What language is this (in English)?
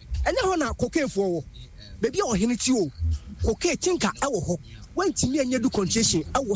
Akan